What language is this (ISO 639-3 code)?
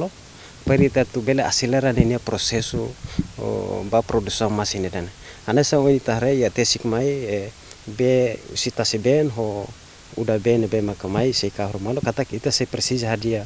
tet